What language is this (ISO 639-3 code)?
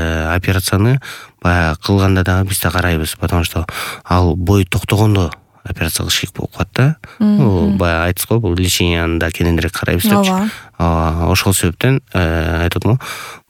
kir